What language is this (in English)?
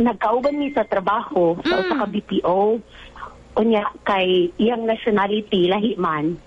Cebuano